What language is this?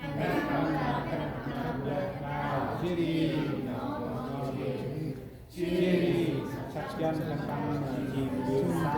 Central Mnong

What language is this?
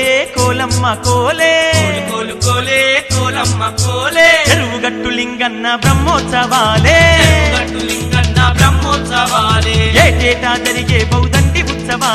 Telugu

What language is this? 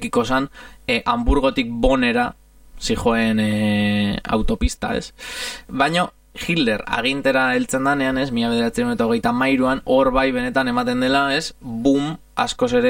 Basque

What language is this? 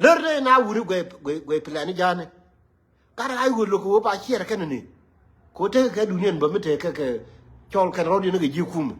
Nuer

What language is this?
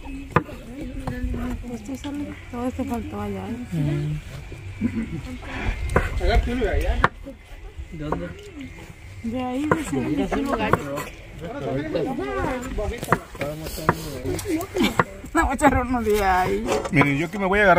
Spanish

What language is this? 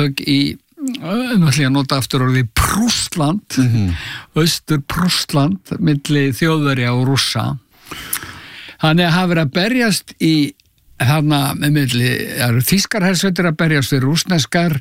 Icelandic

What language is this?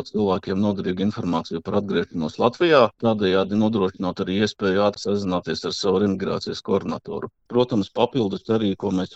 Latvian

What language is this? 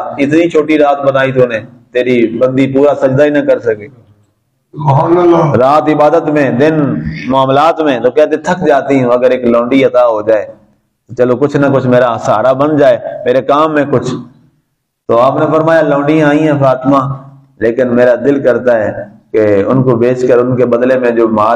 Urdu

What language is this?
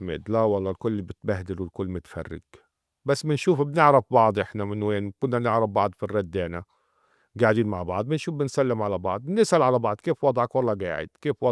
North Levantine Arabic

